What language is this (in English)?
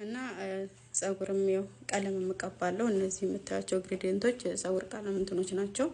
Amharic